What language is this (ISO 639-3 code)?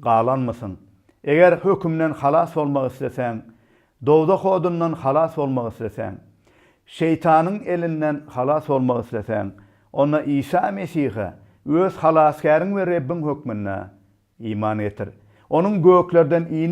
tuk